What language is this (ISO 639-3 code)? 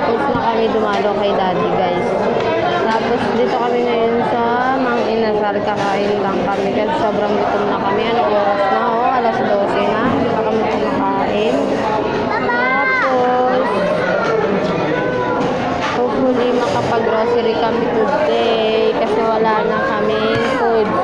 fil